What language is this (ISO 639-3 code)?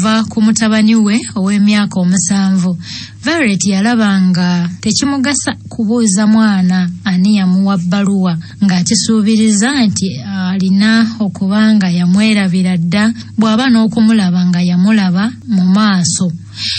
lug